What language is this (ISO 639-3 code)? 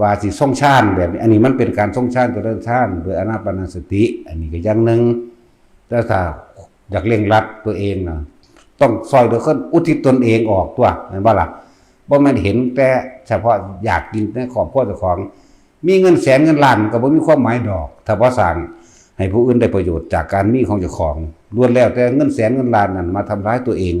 tts